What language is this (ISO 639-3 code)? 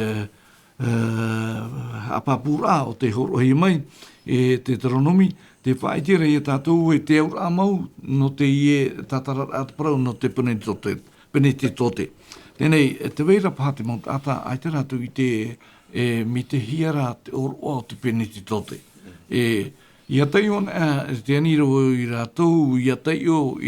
tah